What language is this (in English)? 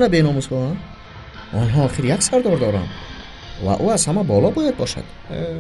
Tajik